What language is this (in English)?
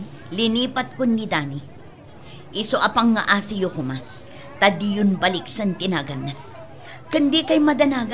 Iloko